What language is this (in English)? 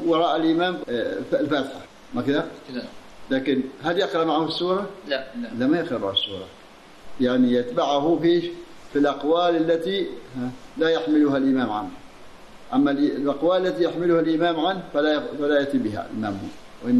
Arabic